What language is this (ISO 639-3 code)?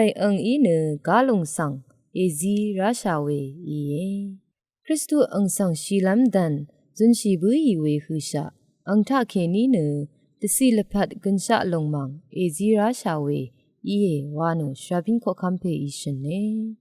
raw